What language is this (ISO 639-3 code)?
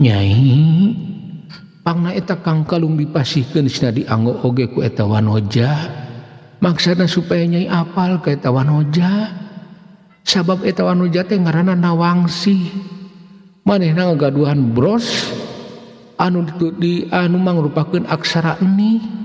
sun